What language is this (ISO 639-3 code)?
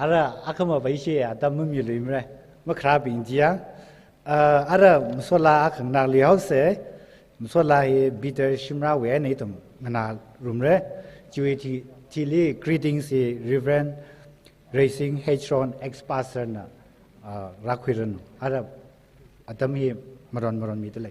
nmf